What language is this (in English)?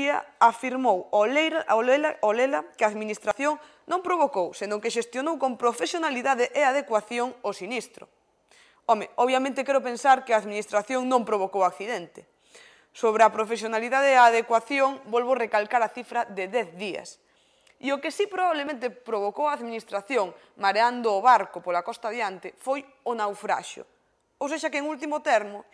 Galician